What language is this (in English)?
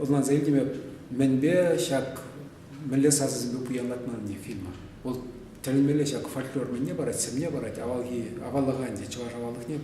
Chuvash